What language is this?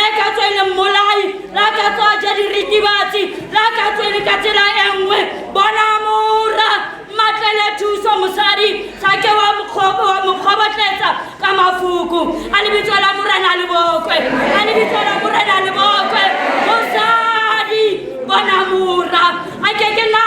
Tswana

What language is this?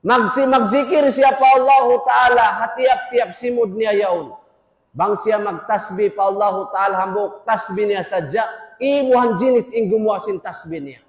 Tausug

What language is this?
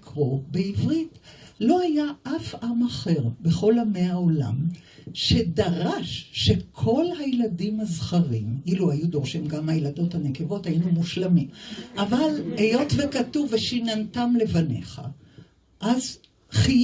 Hebrew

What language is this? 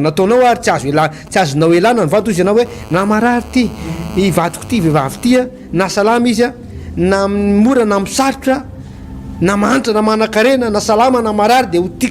Malagasy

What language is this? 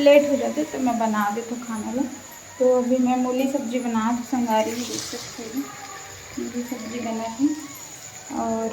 Chhattisgarhi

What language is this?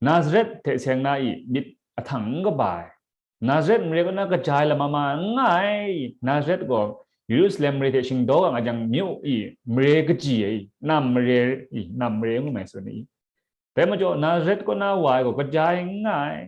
Kachin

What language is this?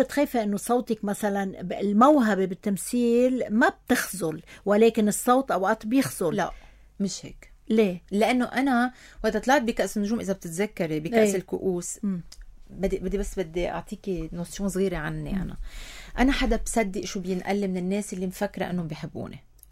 North Levantine Arabic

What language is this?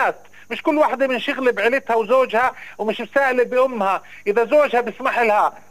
North Levantine Arabic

